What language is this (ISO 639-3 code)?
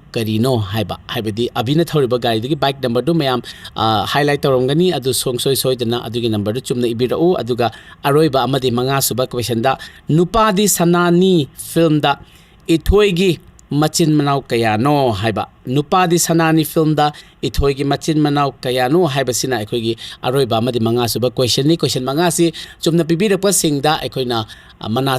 mni